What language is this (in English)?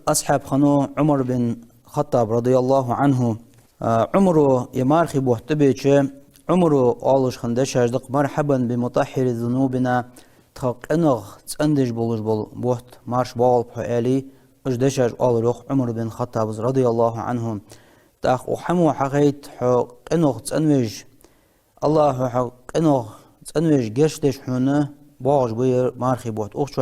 Ingush